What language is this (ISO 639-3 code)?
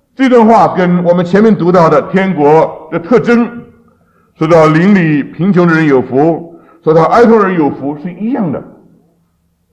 zho